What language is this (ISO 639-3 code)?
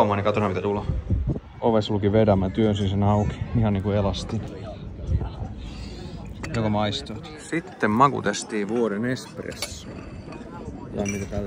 fin